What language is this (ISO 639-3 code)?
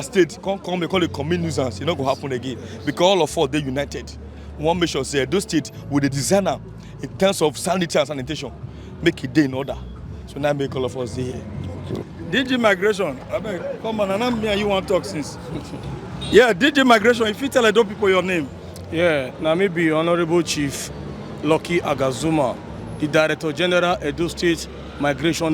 pcm